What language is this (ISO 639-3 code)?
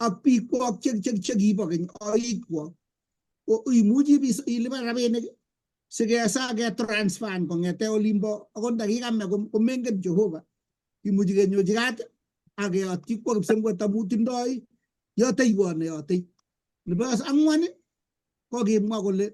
kln